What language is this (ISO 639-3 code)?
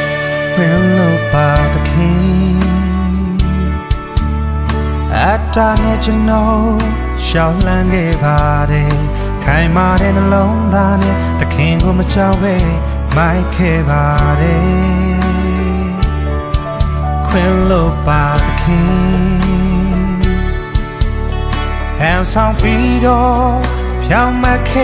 mya